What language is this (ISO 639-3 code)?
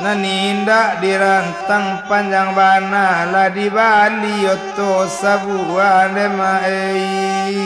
min